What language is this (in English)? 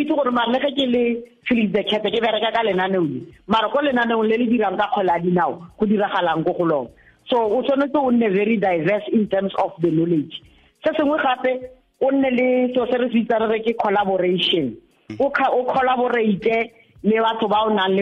Tswana